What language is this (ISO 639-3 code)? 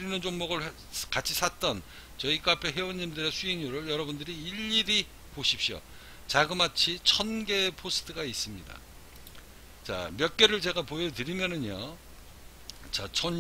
kor